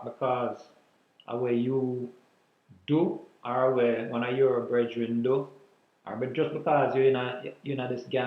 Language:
Jamaican Creole English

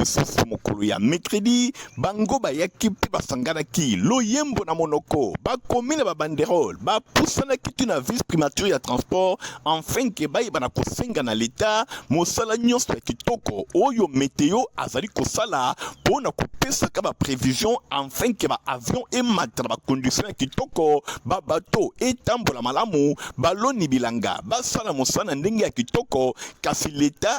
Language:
Lingala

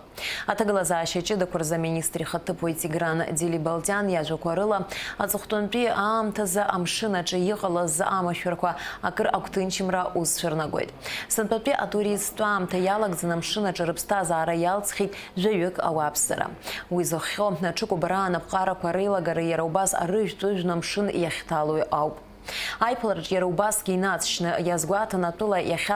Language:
Abkhazian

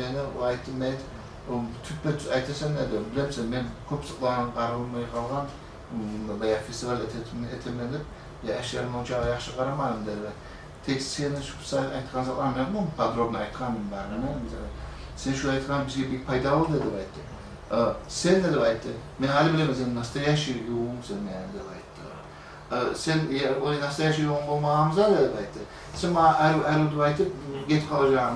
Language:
Kumyk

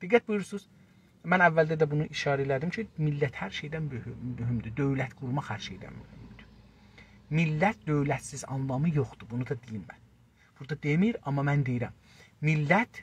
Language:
South Azerbaijani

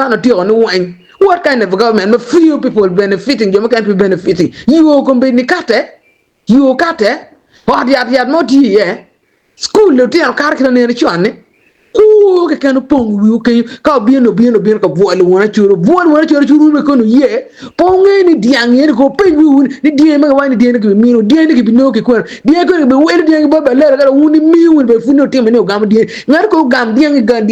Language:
Acoli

